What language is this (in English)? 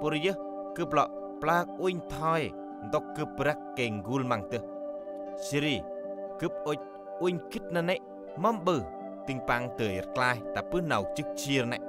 Central Mnong